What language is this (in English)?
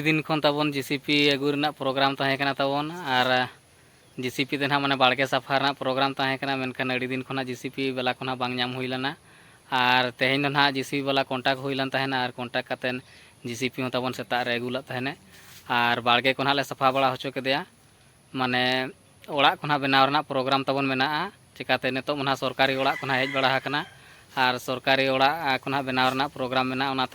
Santali